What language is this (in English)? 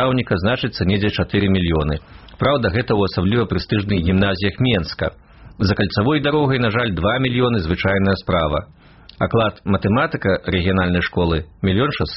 Belarusian